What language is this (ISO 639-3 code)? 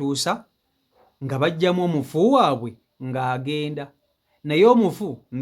lug